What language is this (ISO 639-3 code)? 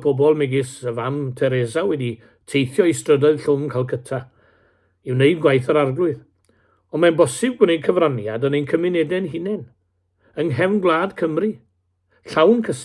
cym